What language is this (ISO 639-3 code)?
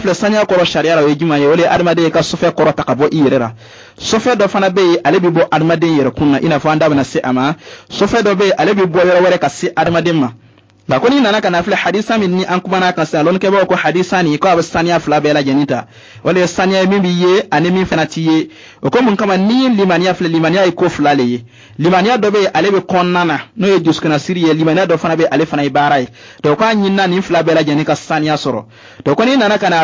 bam